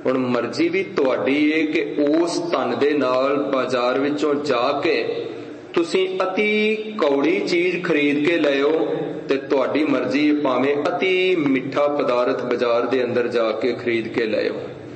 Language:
Punjabi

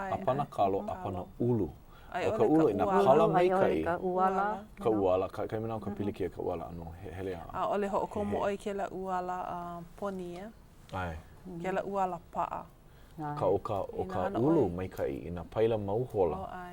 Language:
Hawaiian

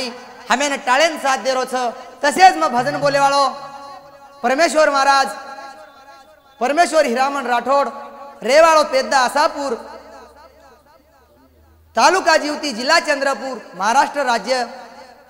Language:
Lambadi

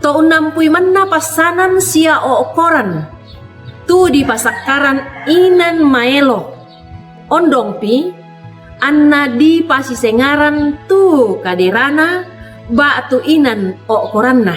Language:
Toraja-Sa'dan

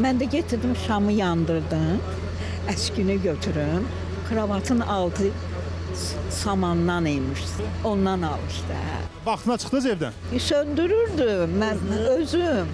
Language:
Azerbaijani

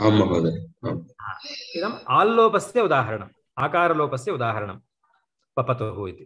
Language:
Sanskrit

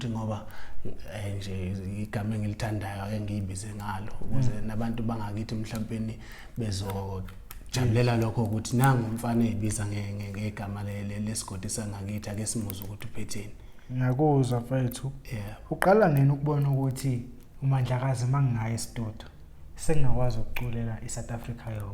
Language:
Zulu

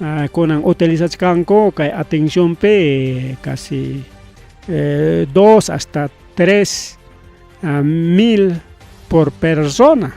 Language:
Ayacucho Quechua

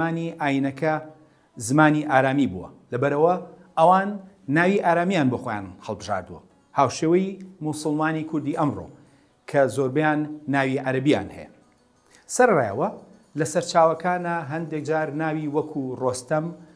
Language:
Central Kurdish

